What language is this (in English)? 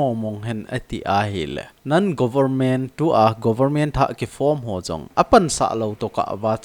Thado Chin